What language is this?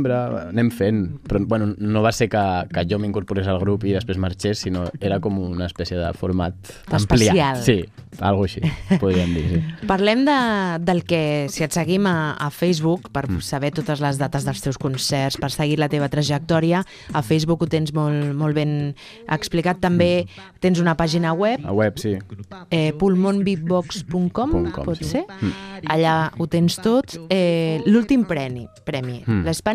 Catalan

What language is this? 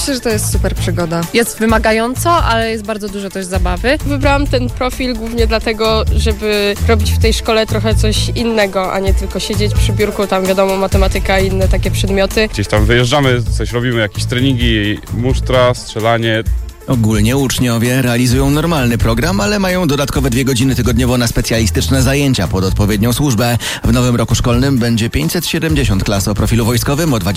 Polish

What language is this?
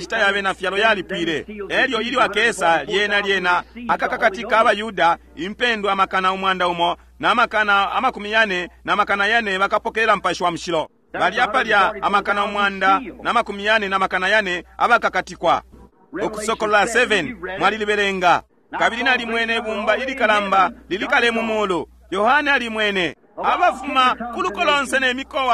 Bemba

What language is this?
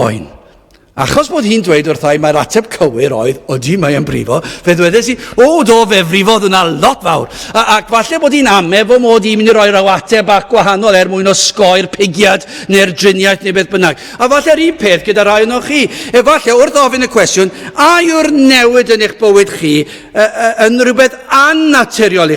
Welsh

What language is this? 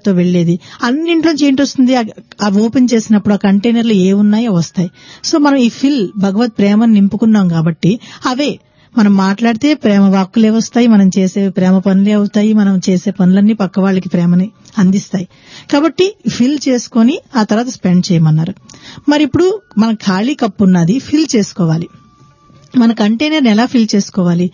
Telugu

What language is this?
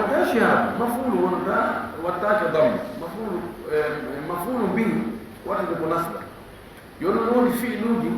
Fula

